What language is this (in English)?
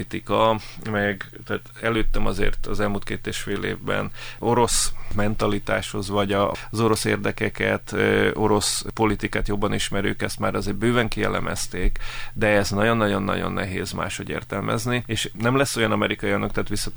Hungarian